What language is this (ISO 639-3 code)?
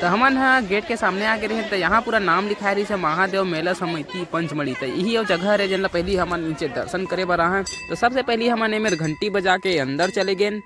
hne